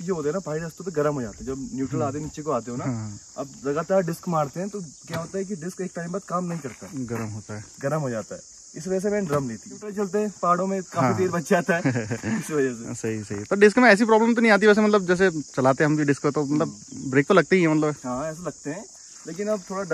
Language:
Hindi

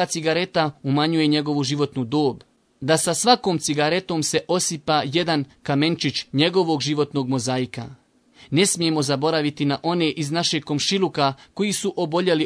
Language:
Bosnian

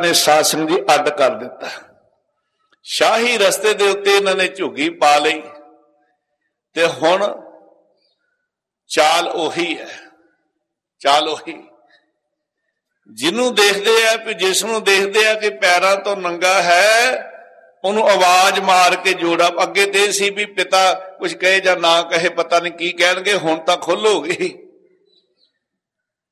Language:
Punjabi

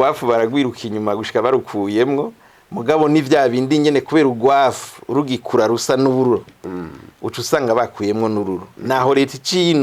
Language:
Rundi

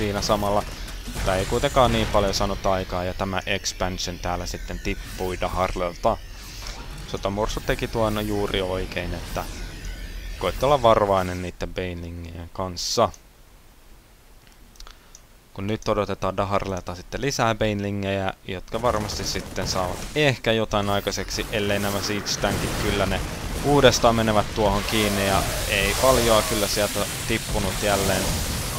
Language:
Finnish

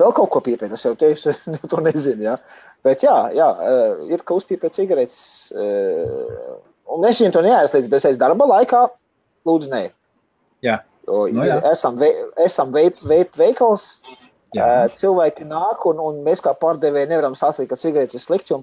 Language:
Latvian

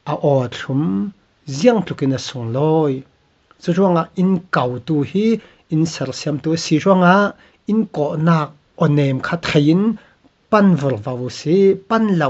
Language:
Falam Chin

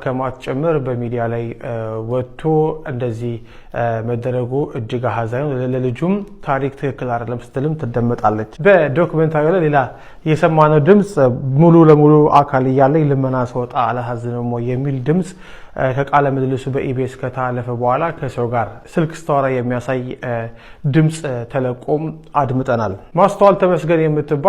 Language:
Amharic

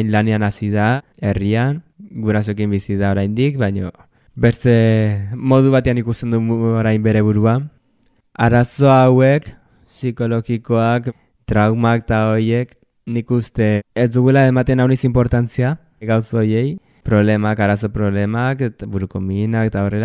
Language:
Basque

